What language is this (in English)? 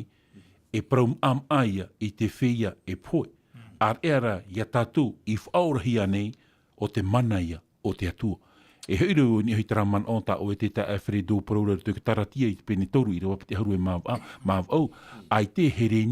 Tahitian